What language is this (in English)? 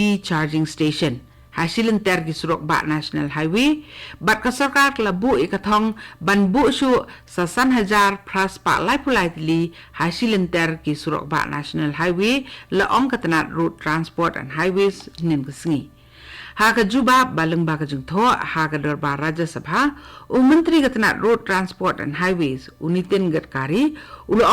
Khasi